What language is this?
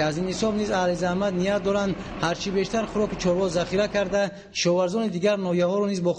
Tajik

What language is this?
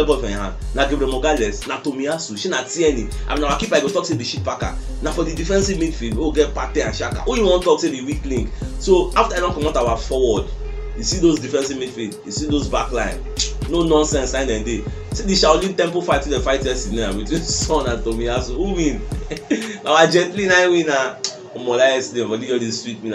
Nigerian Pidgin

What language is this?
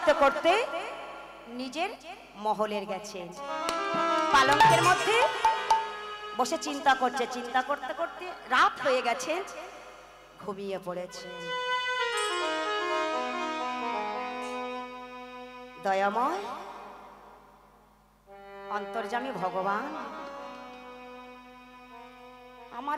Bangla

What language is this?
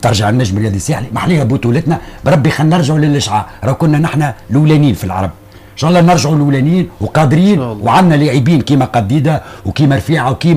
Tunisian Arabic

